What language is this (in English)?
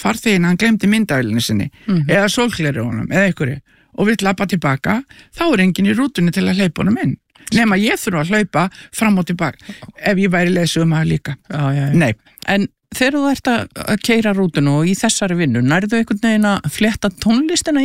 Icelandic